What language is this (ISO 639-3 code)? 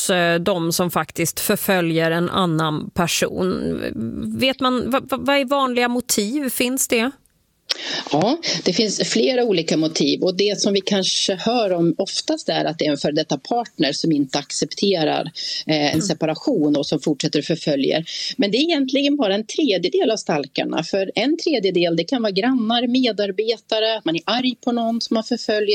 swe